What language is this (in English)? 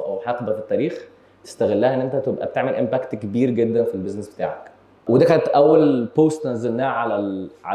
Egyptian Arabic